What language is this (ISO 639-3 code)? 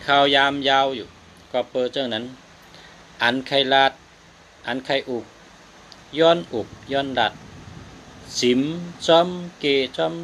shn